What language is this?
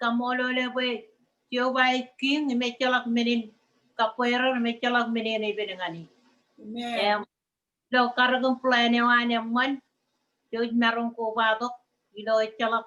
Marshallese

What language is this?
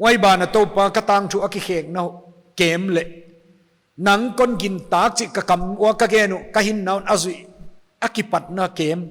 Paite Chin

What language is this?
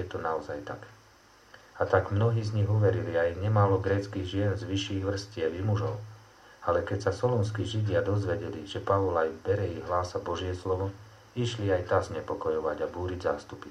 Slovak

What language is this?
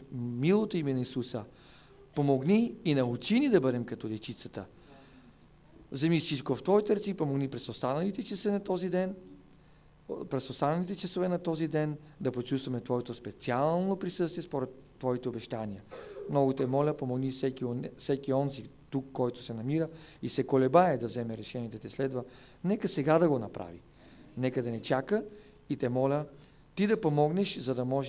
Bulgarian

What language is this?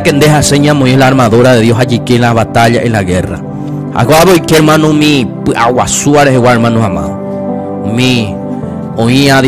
Guarani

